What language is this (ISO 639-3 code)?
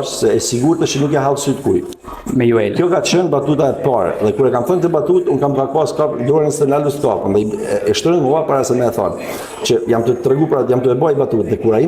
sqi